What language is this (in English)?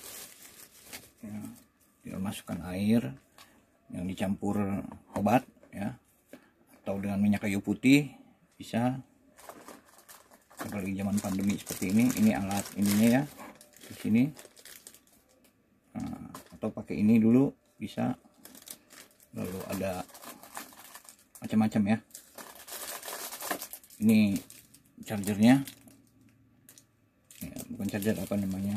Indonesian